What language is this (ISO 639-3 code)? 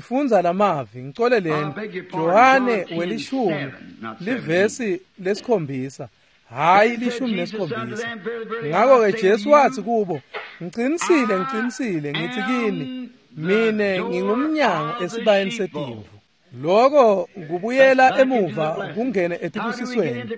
ssw